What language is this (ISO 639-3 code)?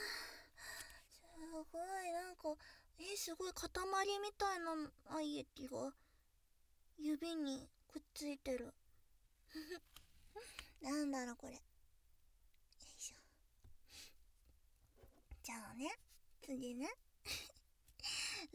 jpn